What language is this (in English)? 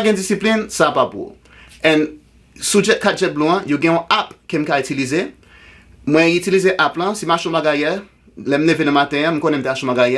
Haitian Creole